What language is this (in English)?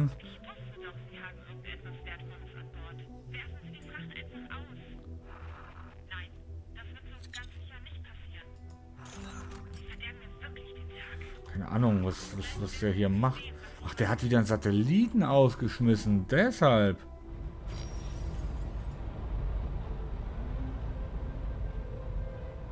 German